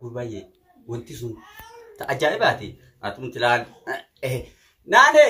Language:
Oromo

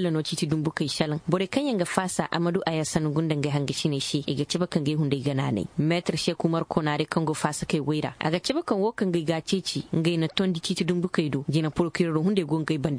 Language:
Koyraboro Senni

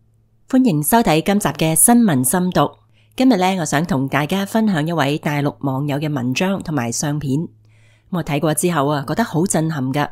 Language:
Cantonese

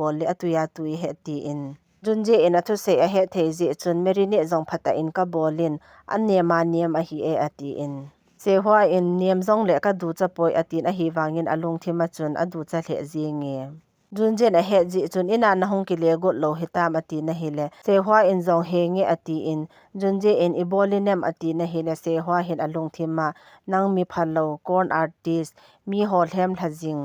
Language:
Thado Chin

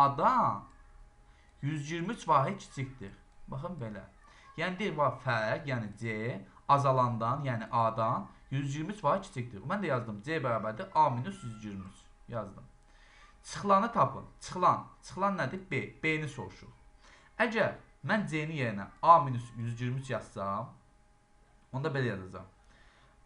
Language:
Azerbaijani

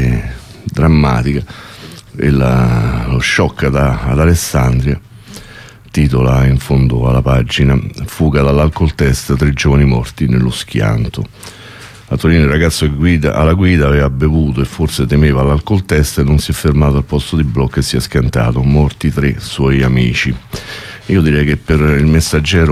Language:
Italian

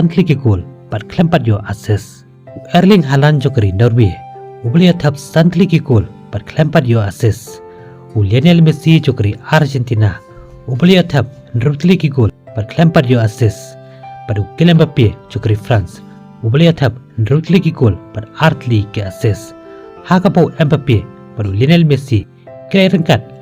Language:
Khasi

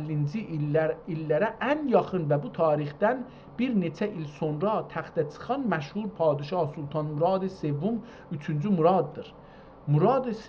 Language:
South Azerbaijani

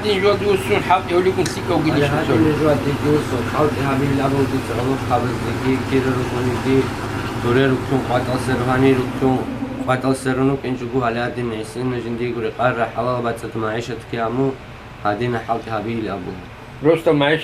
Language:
Avaric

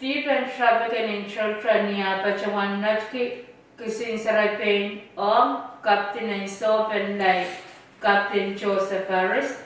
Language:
Pohnpeian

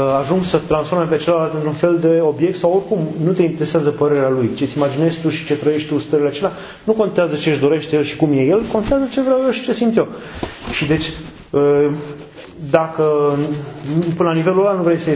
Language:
Romanian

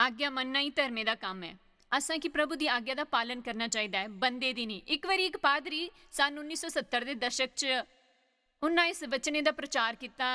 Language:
Dogri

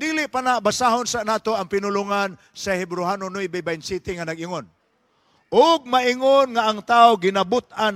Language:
Cebuano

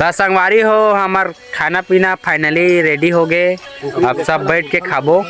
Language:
Chhattisgarhi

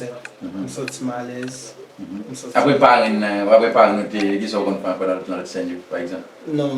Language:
Haitian Creole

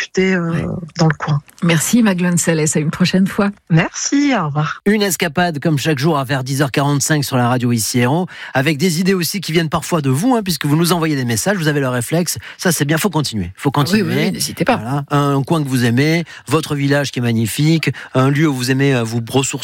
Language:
French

